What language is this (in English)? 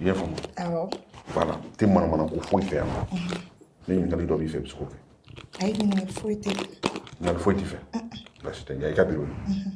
Bambara